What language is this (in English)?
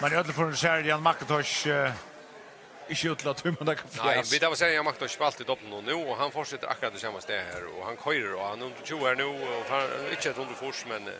Faroese